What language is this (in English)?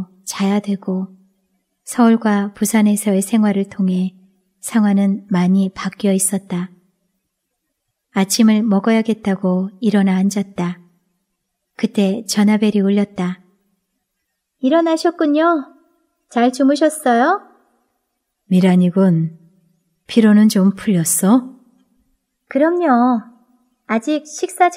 Korean